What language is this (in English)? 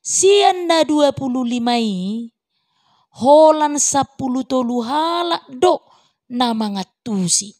Batak Toba